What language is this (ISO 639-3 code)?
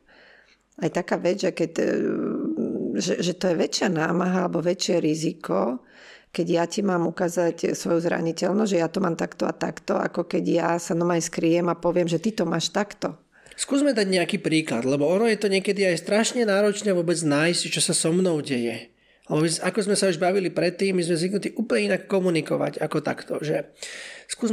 slk